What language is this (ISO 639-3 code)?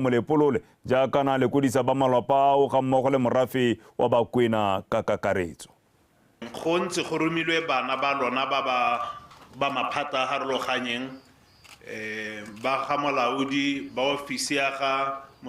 tsn